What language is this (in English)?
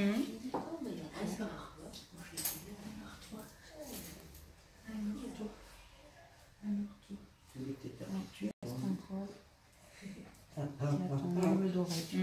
French